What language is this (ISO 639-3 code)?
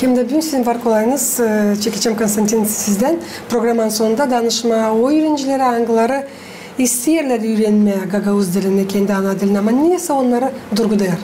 gag